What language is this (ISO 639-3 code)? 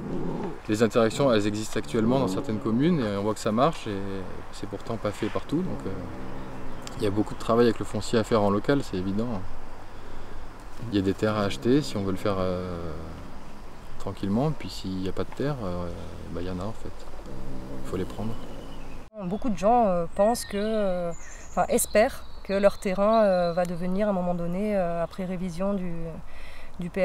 fra